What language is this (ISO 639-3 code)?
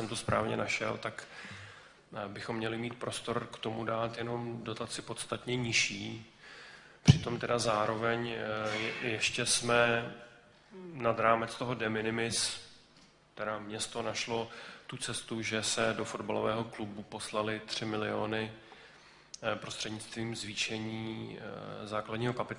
ces